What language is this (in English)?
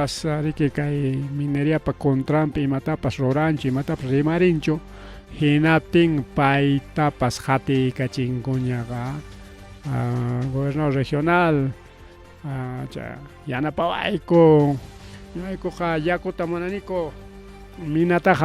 Ayacucho Quechua